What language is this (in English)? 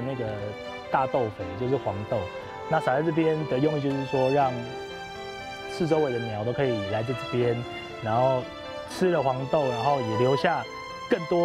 Chinese